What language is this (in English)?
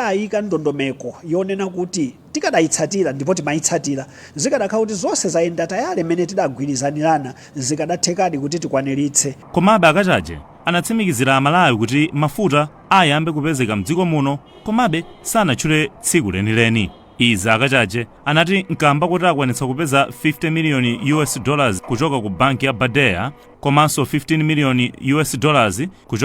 Nyanja